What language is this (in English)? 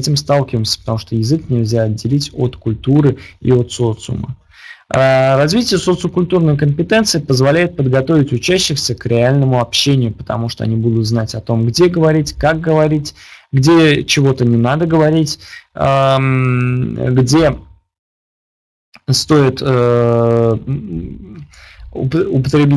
Russian